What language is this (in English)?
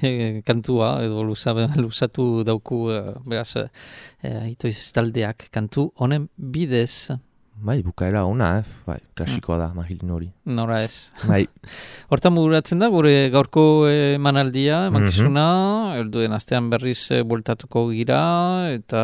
Basque